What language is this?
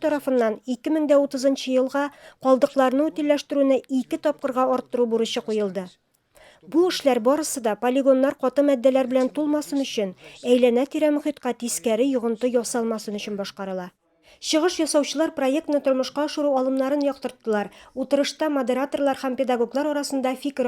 Tatar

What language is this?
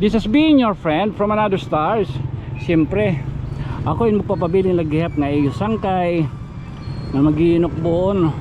Waray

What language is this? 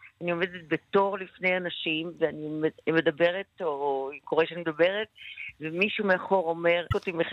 Hebrew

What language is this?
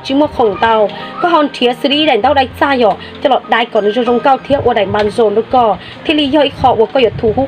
Hmong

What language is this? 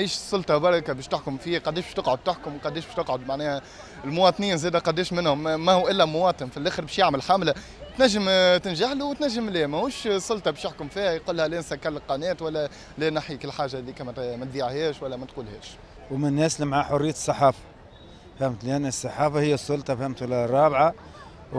Tunisian Arabic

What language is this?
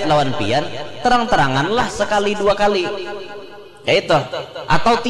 Banjar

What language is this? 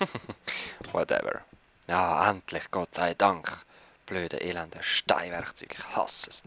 Swiss German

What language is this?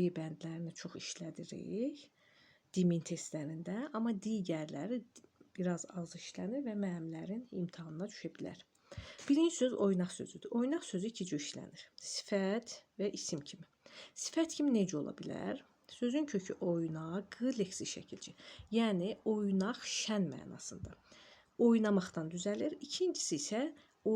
Azerbaijani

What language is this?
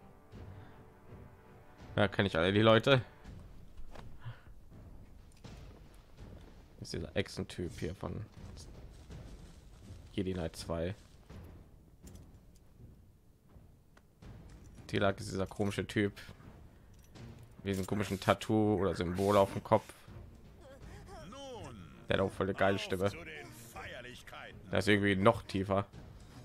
German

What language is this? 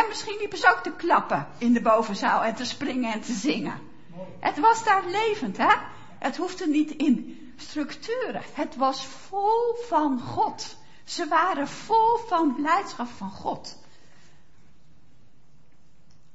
Dutch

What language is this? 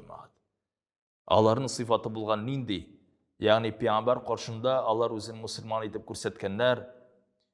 Tatar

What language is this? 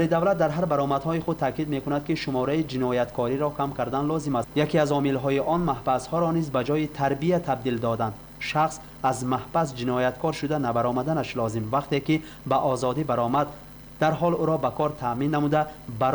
Tajik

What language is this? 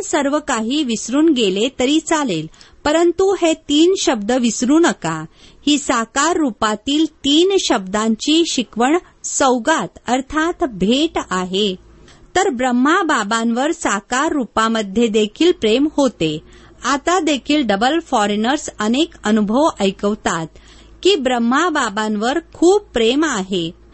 Marathi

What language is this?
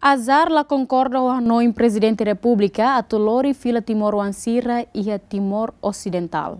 Tetum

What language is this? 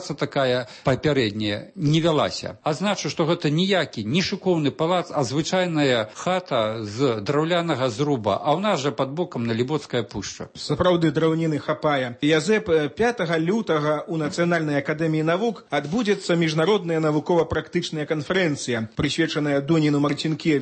Belarusian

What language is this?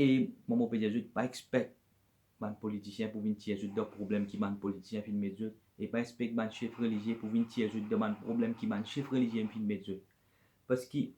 Morisyen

